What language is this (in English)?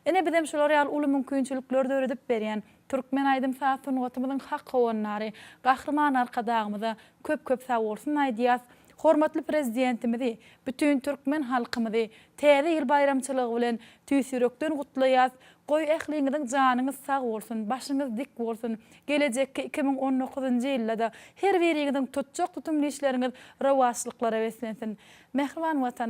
Turkmen